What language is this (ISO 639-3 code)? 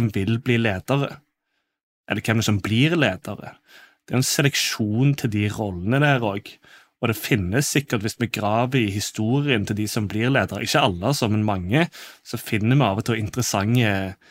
nor